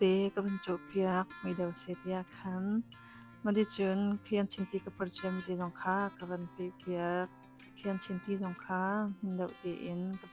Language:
Hakha Chin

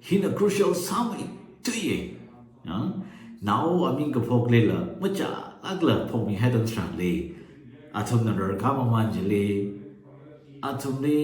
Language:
Tangkhul Naga (India)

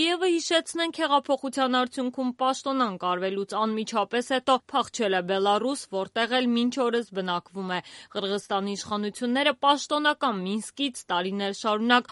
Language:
Armenian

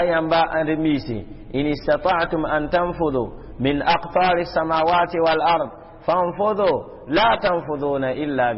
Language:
Mossi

